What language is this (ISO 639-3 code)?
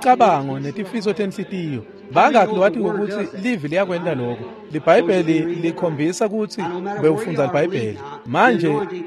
ssw